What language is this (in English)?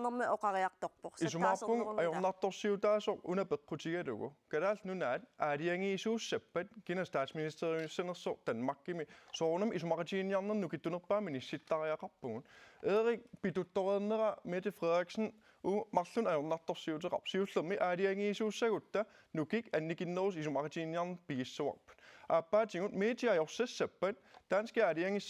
Kalaallisut